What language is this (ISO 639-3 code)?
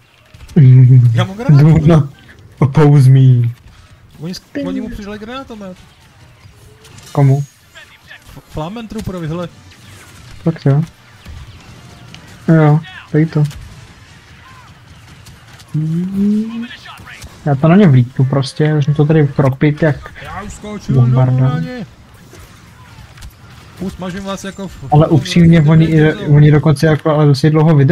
ces